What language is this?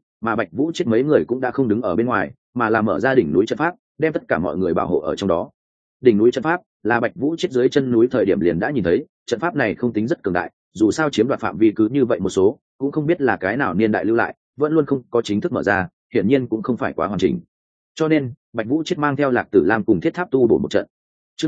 Vietnamese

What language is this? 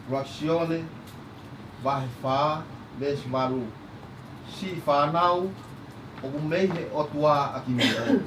Tongan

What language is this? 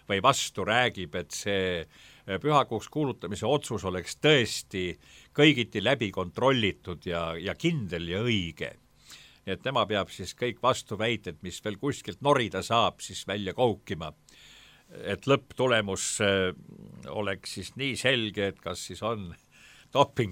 Estonian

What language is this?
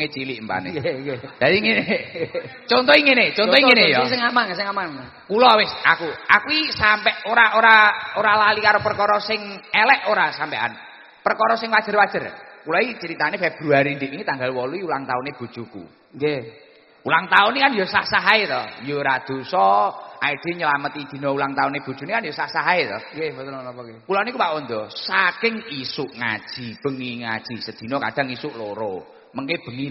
Javanese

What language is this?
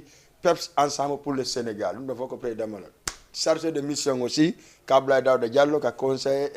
Fula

